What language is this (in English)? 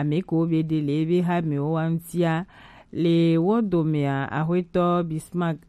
Gen